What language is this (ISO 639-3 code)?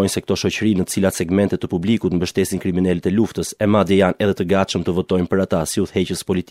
sqi